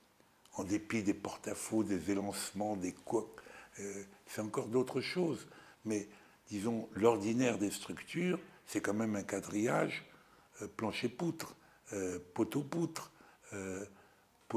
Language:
French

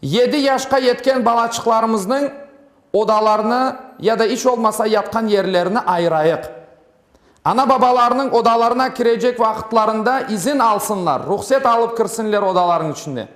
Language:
Crimean Tatar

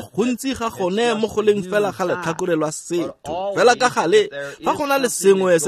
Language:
Tswana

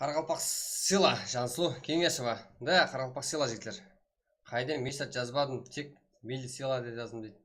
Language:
Kara-Kalpak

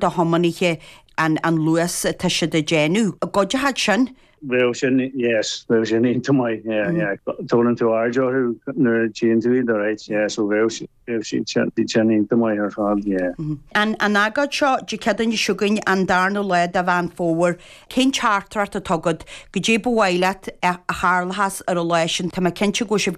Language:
Irish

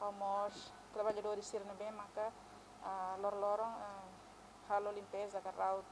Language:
Tetum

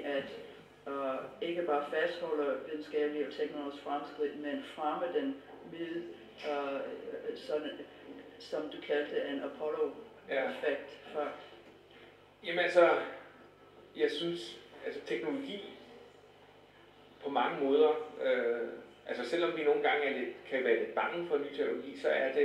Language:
Danish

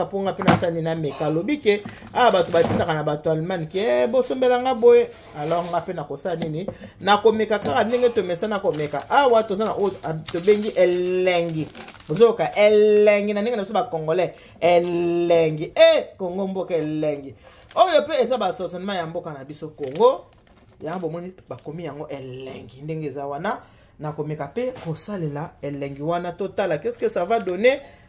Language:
Lingala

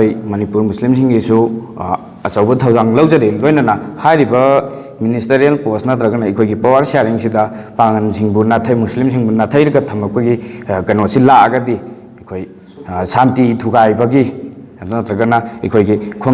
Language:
Manipuri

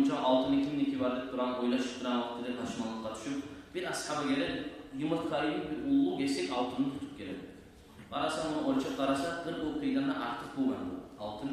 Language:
Kumyk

